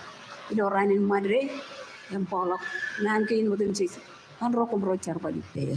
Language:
Marshallese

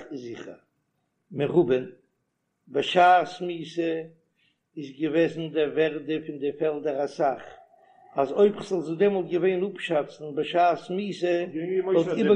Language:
Yiddish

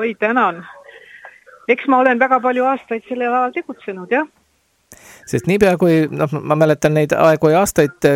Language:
Estonian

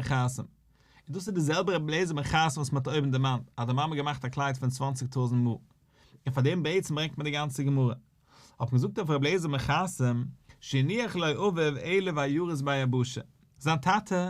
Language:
Yiddish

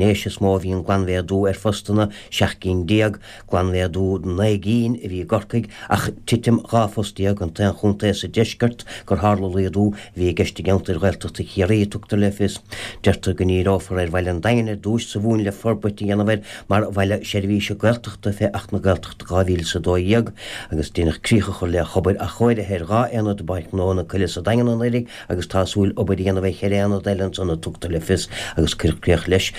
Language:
Irish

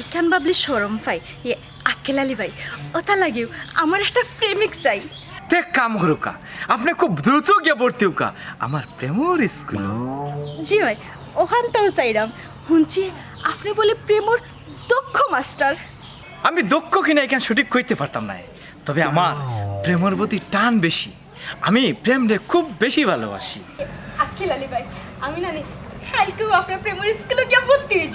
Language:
Sylheti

